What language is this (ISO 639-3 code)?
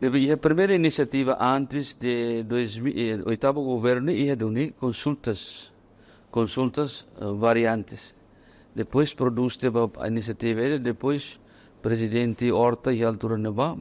tet